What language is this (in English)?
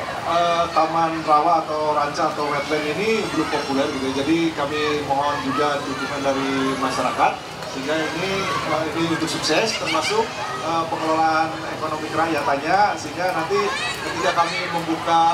Indonesian